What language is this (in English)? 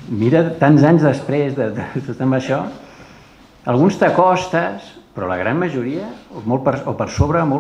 Catalan